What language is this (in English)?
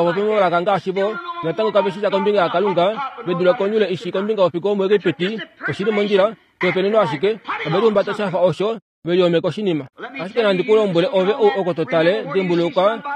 Kuanyama